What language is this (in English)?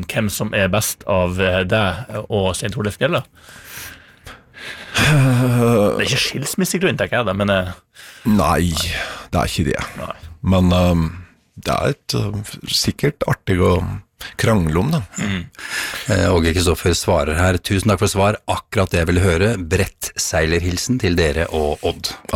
Norwegian